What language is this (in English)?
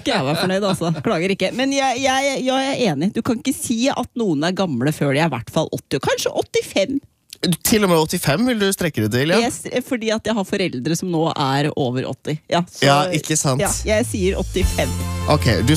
Norwegian